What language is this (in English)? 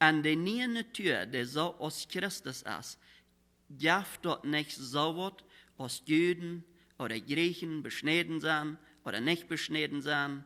Plautdietsch